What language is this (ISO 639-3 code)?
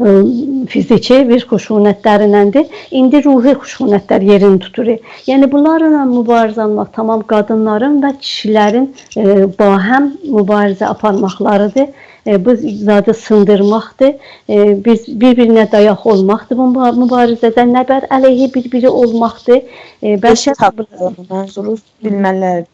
azb